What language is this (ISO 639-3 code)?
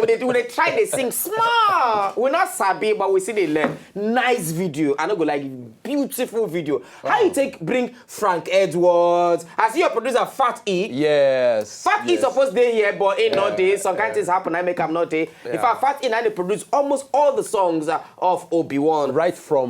pcm